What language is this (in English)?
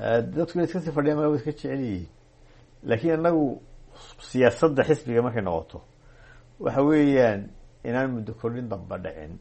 Somali